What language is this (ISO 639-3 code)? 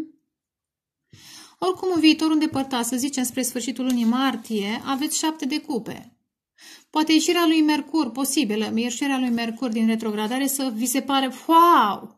ron